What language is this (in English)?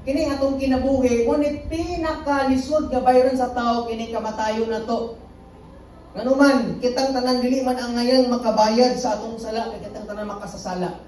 Cebuano